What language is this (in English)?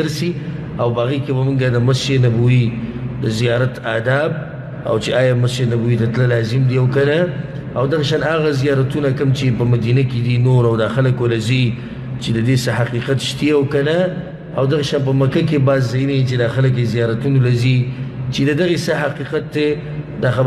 Pashto